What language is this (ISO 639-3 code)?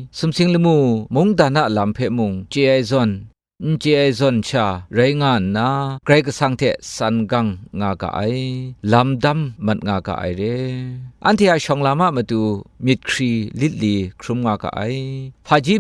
kac